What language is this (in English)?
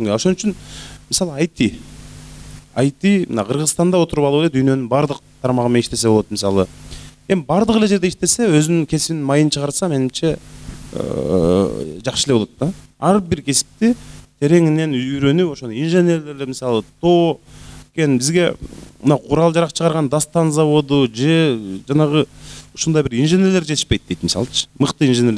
Kyrgyz